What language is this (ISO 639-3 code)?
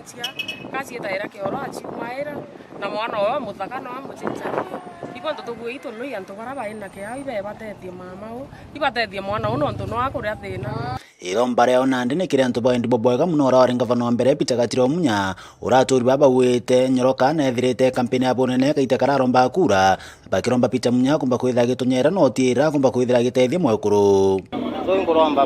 mer